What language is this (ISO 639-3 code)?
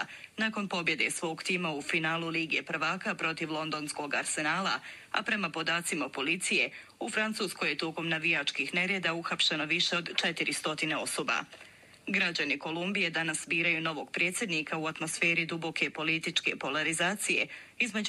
bos